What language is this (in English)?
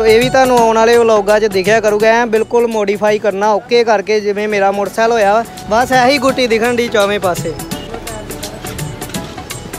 Punjabi